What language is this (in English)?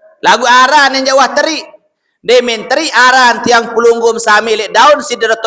Sasak